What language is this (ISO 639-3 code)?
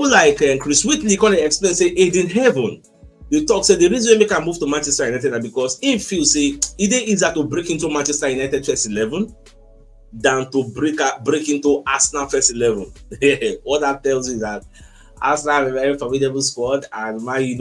pcm